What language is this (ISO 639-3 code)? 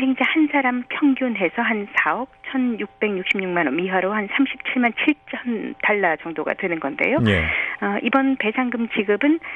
kor